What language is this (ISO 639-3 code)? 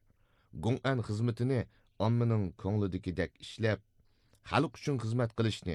uig